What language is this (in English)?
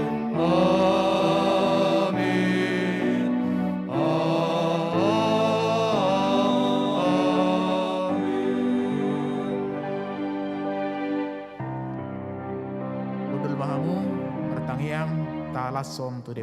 Batak Toba